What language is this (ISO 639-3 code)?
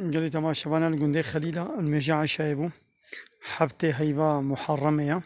kur